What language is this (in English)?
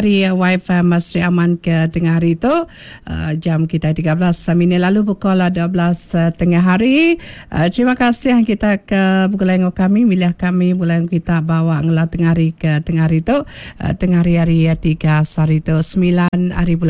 Iban